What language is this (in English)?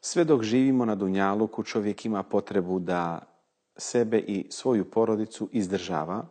Bosnian